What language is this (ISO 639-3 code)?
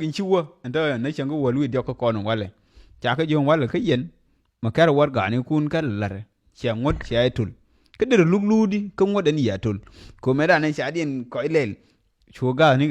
nus